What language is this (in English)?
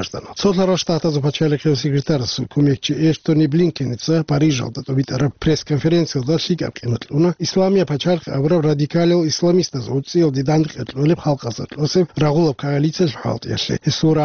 Avaric